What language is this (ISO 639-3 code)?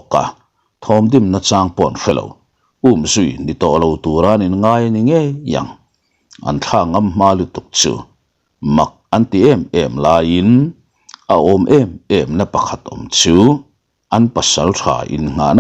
lus